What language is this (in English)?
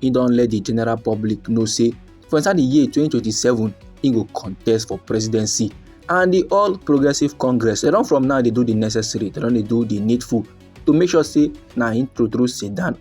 Nigerian Pidgin